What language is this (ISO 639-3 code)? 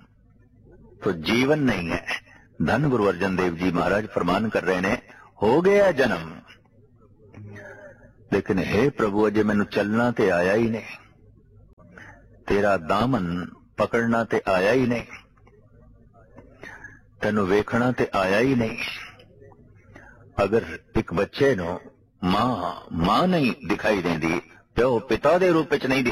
pan